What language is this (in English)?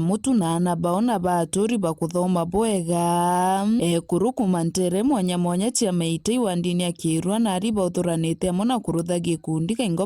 Meru